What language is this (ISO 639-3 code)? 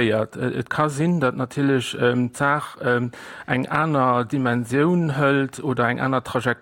ltz